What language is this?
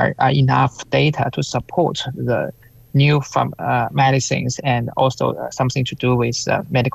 English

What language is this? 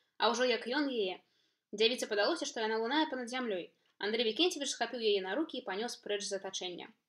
Belarusian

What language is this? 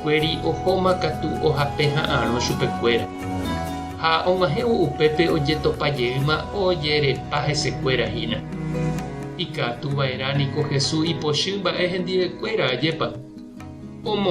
Guarani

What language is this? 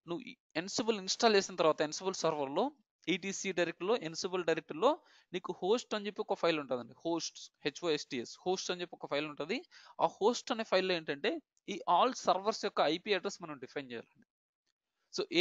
Telugu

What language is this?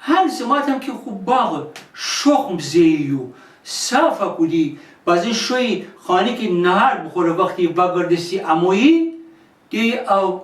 Gilaki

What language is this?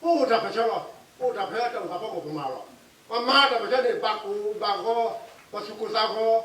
S'gaw Karen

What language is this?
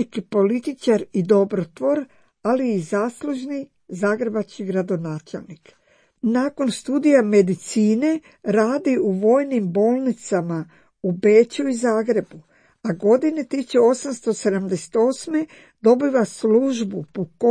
Croatian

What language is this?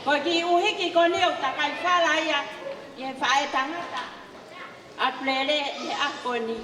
Tongan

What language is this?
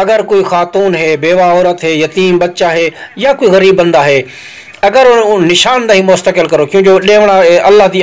Saraiki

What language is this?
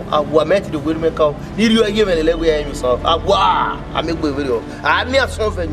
Bini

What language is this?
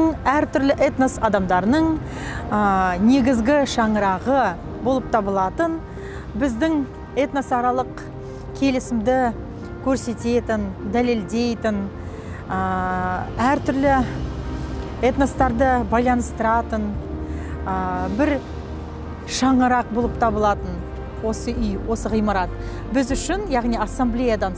Kazakh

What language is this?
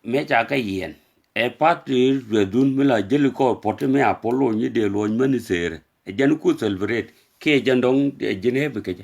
Nuer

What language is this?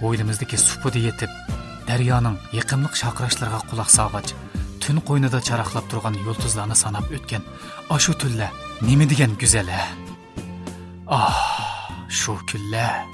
Uyghur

